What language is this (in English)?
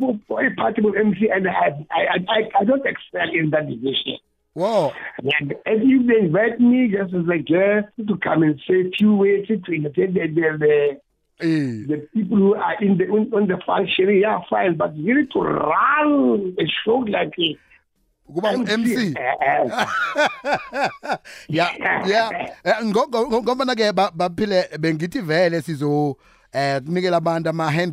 South Ndebele